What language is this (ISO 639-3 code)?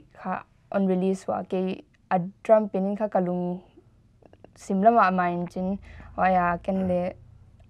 pck